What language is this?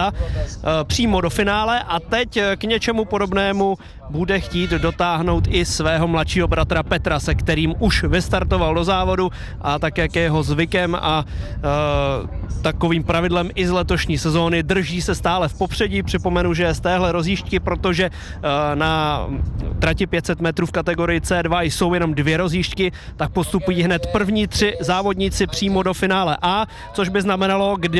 Czech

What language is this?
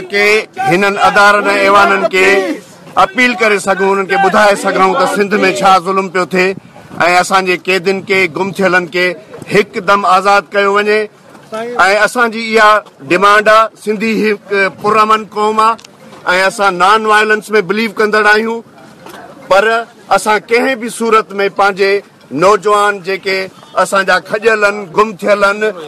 Sindhi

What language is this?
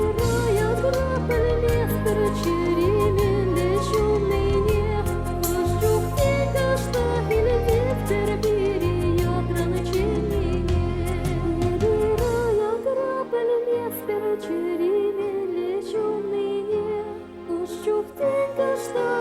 Chuvash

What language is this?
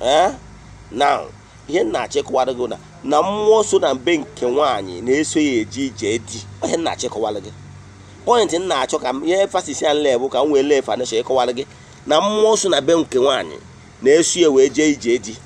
Igbo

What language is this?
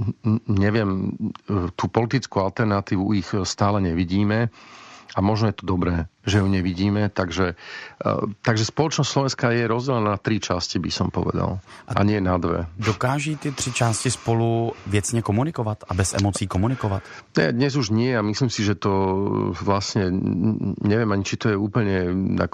Slovak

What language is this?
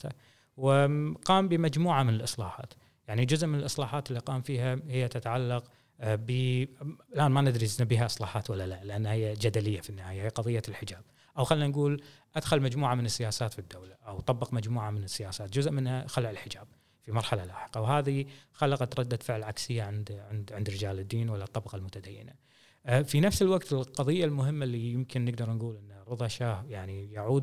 Gulf Arabic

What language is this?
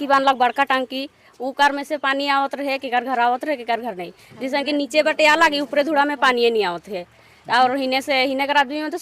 Sadri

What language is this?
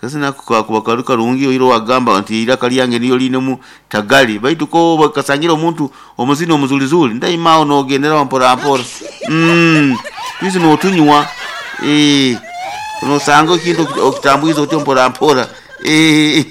Nyoro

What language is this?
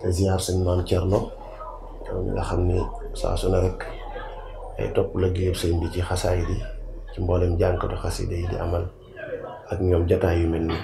Wolof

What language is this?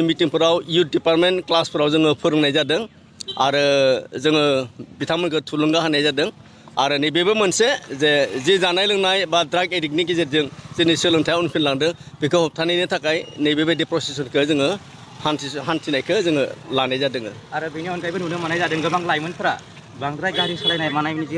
Bodo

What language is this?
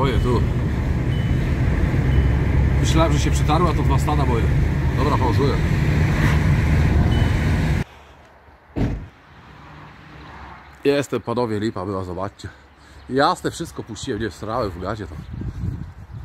Polish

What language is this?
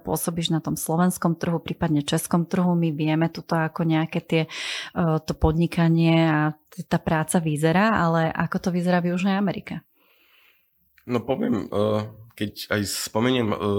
Slovak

